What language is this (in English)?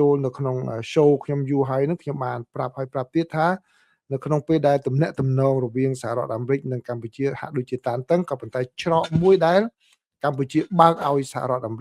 Khmer